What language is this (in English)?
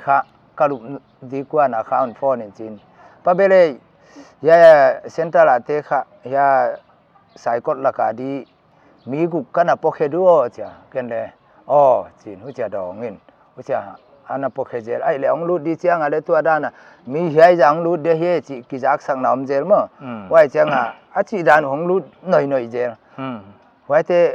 Paite Chin